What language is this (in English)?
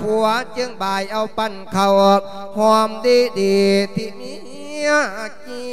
Lao